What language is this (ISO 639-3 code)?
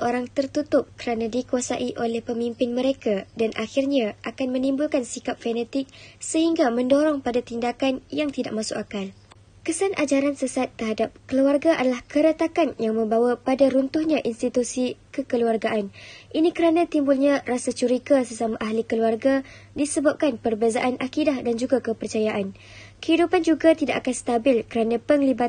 msa